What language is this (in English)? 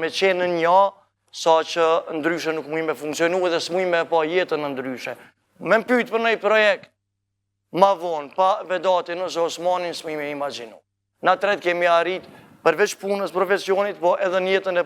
Albanian